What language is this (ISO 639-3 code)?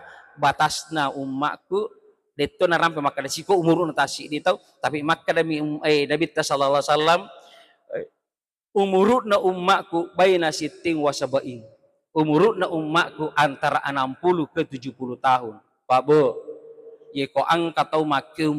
bug